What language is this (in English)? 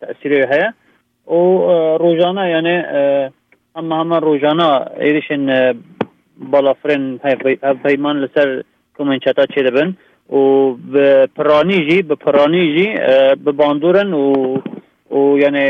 Kurdish